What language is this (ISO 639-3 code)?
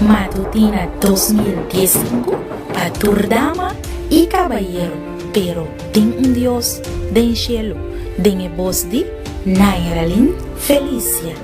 pap